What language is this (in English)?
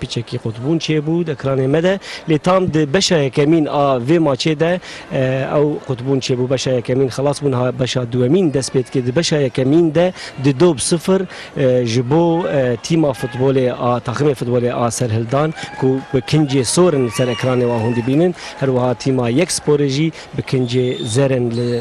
Kurdish